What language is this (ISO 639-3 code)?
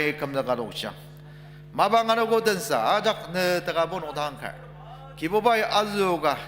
njo